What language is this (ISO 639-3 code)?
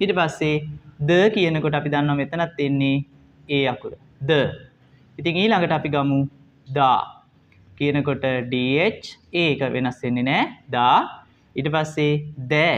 sin